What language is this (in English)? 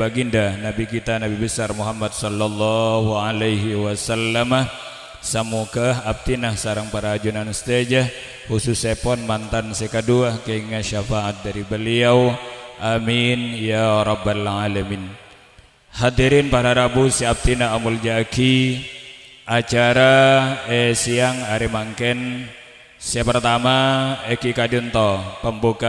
Madurese